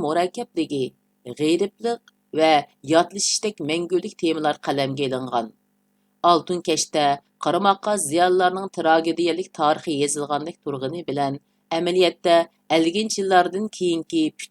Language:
Uyghur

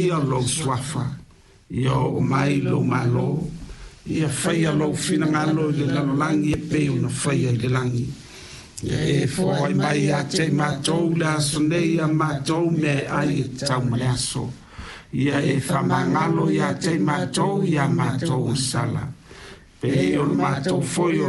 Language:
Samoan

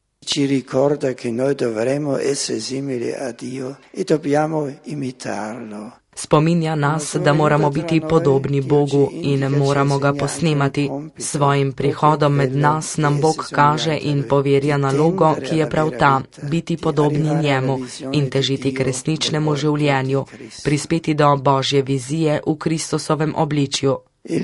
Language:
Slovenian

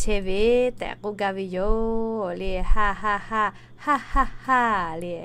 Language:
Lahu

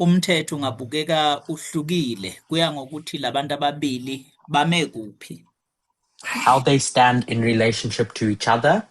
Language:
Zulu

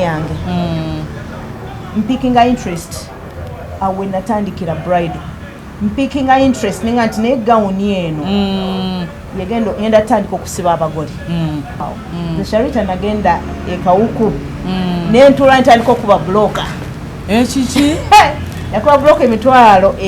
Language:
Ganda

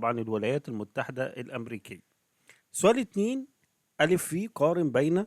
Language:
Egyptian Arabic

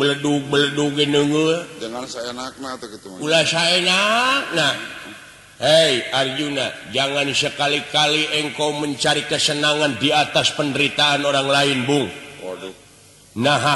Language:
Sundanese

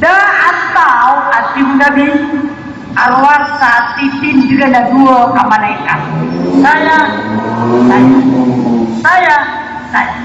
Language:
Maranao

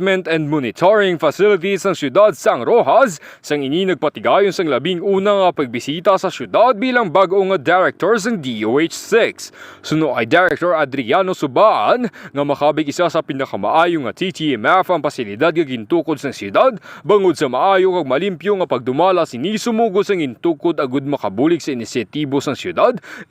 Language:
Hiligaynon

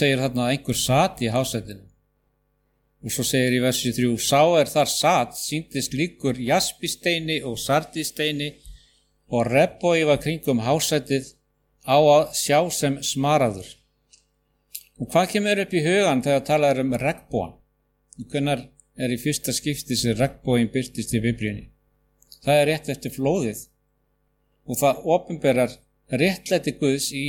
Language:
Icelandic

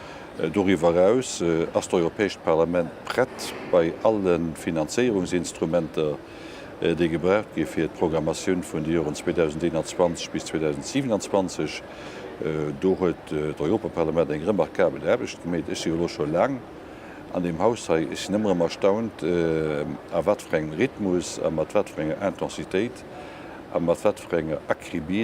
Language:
Luxembourgish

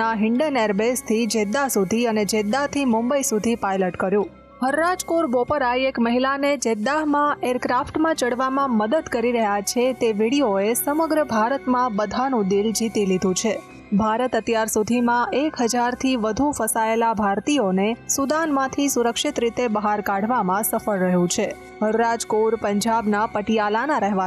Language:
Gujarati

